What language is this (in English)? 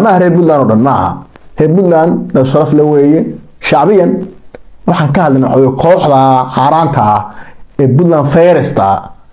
Somali